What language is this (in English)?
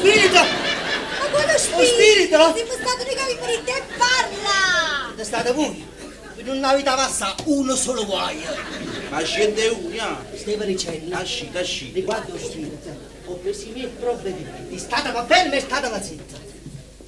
Neapolitan